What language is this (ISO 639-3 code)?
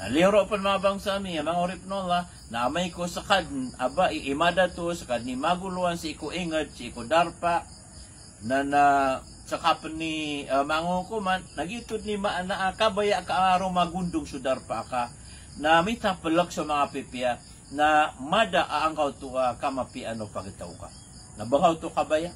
mrw